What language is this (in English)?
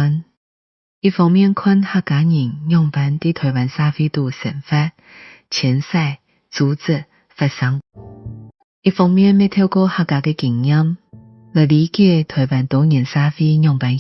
Hakka Chinese